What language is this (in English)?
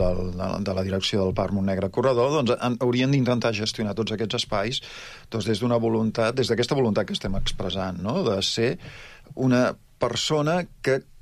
Catalan